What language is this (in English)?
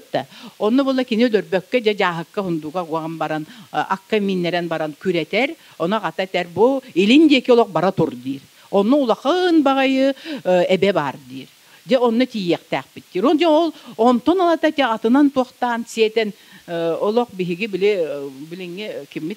Yakut